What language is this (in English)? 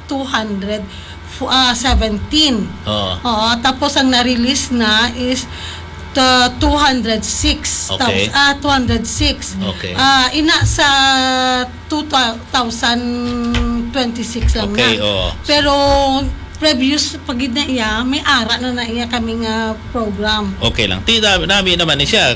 Hiligaynon